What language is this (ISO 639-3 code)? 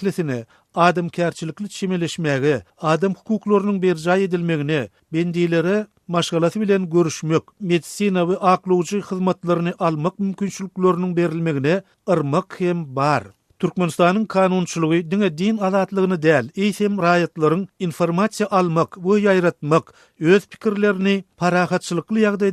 tuk